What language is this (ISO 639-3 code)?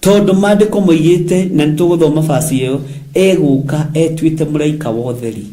kik